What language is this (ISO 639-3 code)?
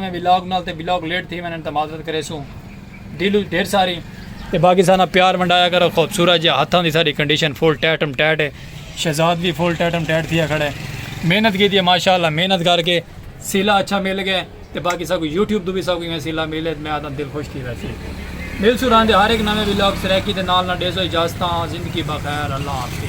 skr